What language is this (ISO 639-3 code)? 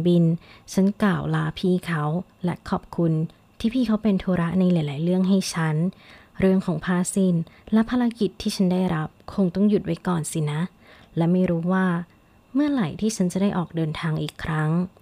tha